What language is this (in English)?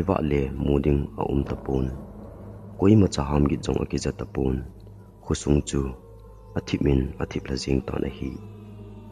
Thado Chin